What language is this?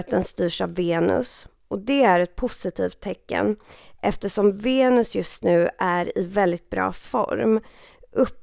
Swedish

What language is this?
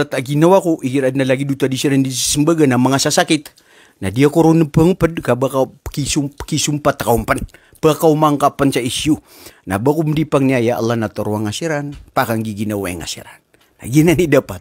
Maranao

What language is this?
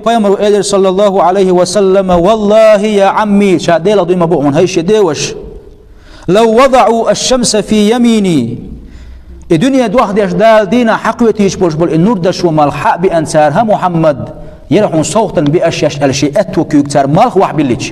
Chechen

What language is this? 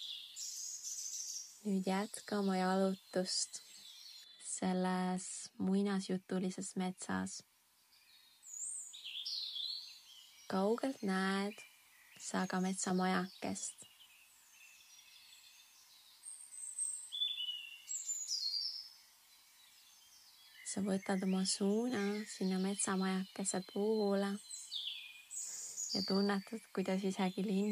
Estonian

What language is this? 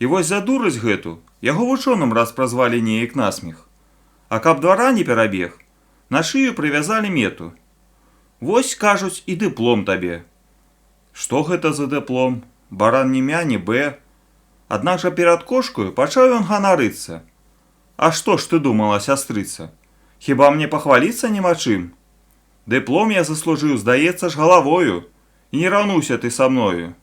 Belarusian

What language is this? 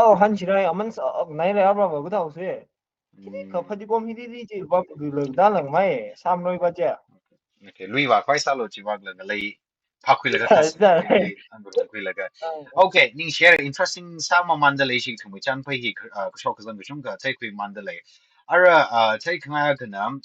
Tangkhul Naga (India)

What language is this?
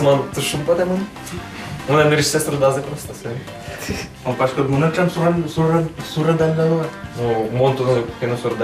Udmurt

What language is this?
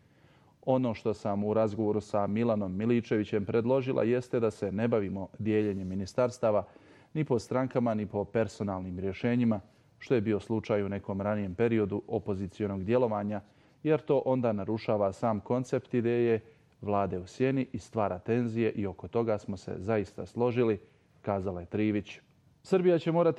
Bosnian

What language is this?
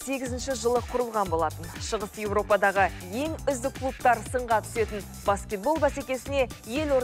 Kazakh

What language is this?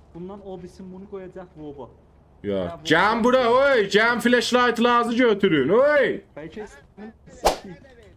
South Azerbaijani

